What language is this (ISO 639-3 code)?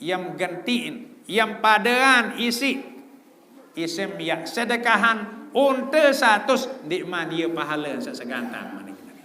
sas